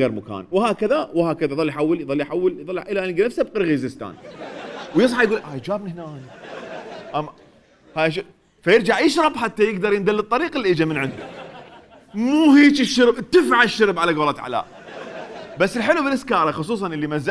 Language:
Mesopotamian Arabic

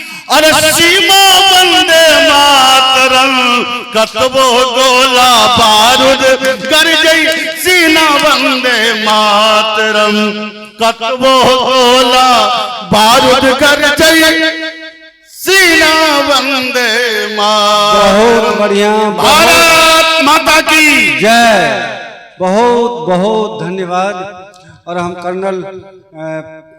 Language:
Maithili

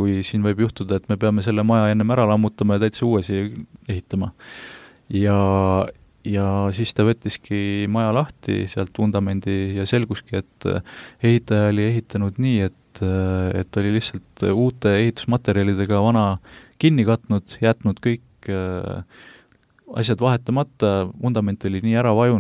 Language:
Estonian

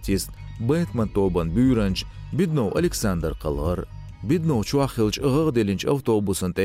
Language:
Chechen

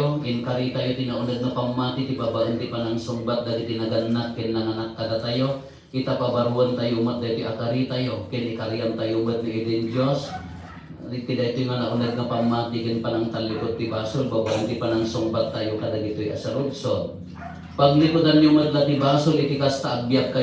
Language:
Iloko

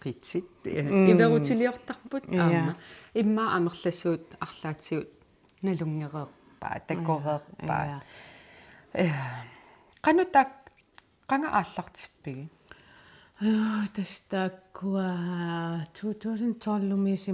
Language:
Kalaallisut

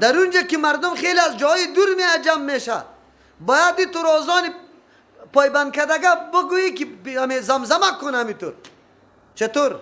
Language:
Persian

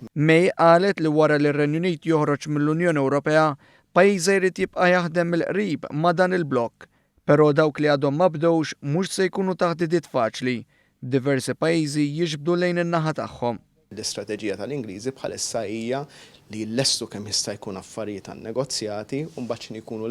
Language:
Maltese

